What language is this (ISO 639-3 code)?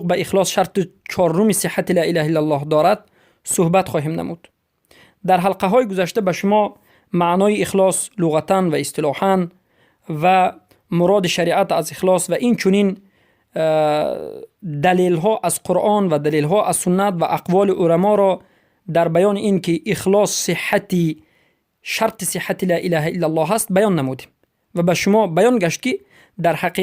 fas